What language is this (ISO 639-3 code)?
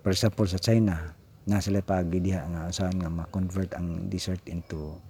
ceb